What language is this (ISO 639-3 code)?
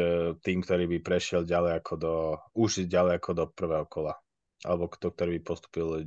slk